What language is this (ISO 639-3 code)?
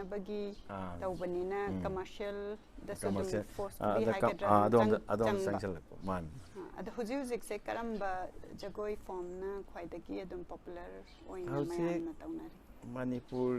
mni